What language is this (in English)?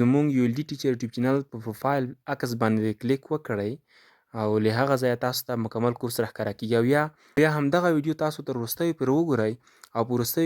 Pashto